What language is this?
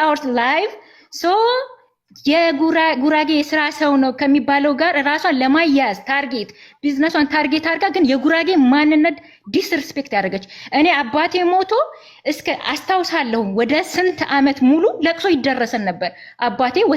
Amharic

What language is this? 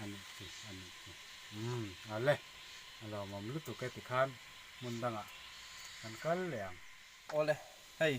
Mizo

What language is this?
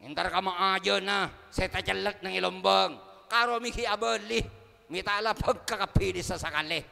Madurese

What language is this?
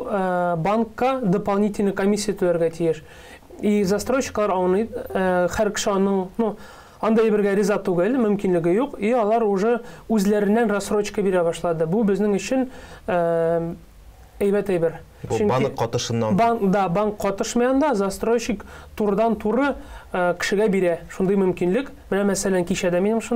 Tatar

